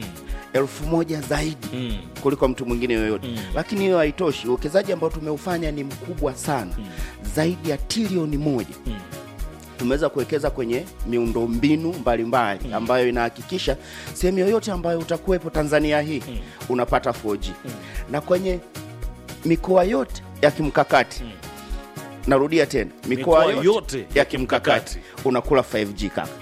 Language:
Swahili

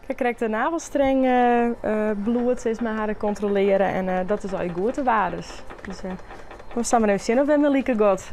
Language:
Western Frisian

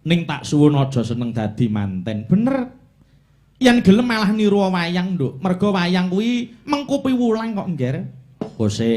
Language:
Javanese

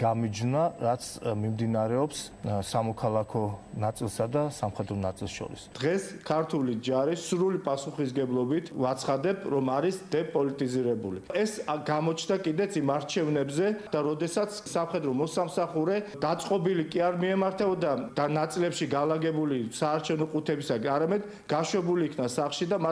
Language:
Georgian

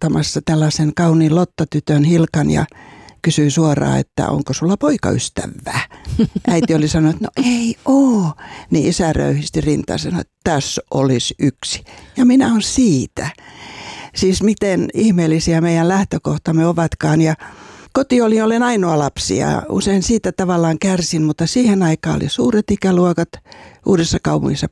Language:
Finnish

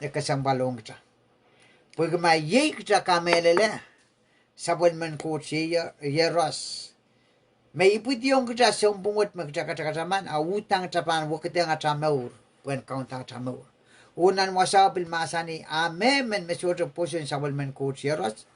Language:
Pohnpeian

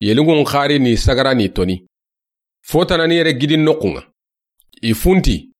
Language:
Soninke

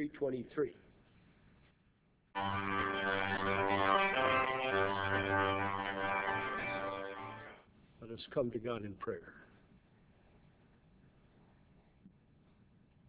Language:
English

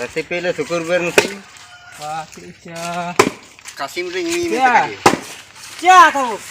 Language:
Ho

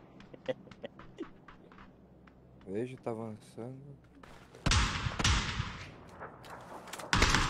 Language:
Portuguese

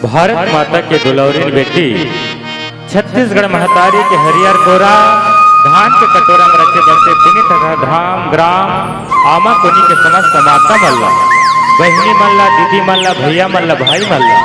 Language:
Chhattisgarhi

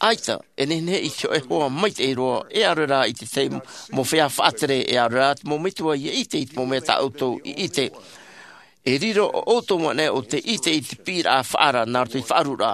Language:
Tahitian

